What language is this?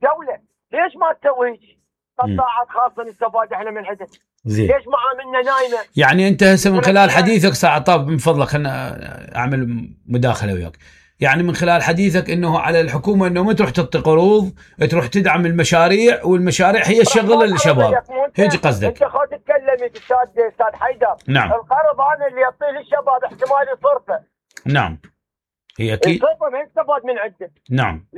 Mesopotamian Arabic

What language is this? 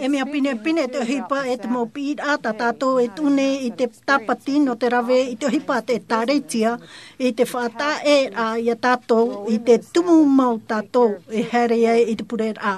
Tahitian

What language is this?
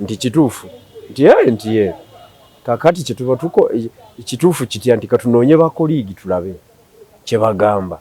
Ganda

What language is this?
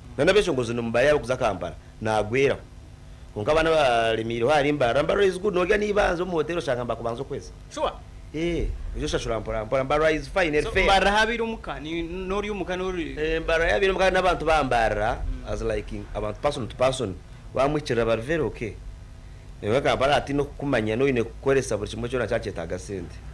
Nyankole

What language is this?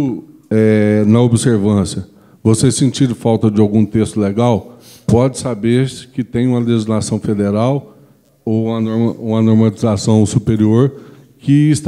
Portuguese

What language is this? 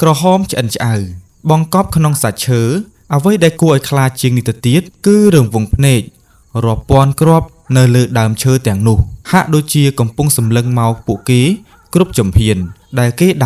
Khmer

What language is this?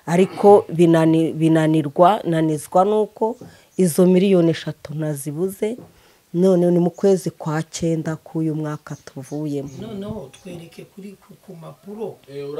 Kinyarwanda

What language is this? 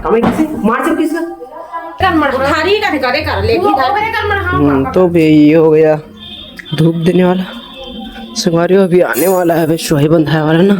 Chhattisgarhi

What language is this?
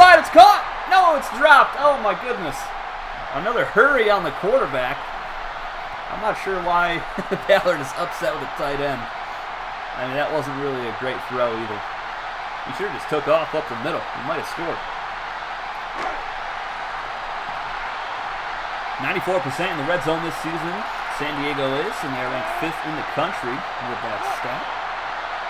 English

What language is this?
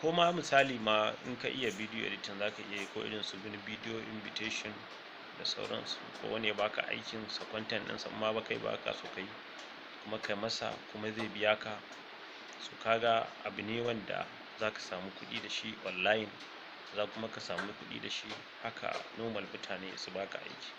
Hausa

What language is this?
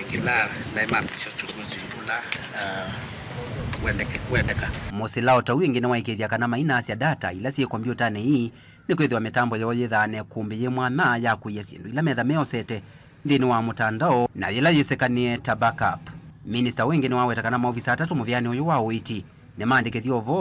Kamba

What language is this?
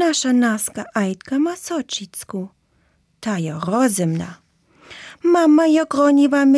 Slovenian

